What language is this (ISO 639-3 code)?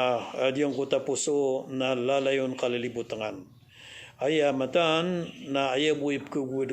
mrw